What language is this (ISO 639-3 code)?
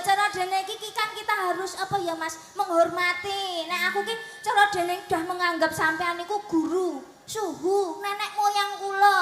jav